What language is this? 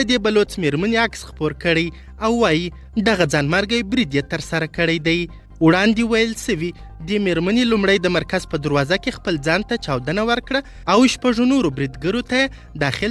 Pashto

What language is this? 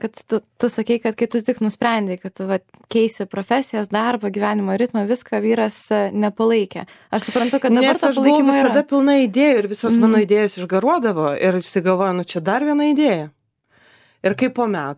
Lithuanian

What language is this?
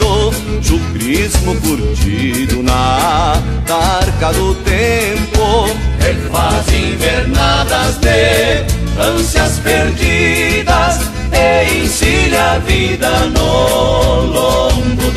Portuguese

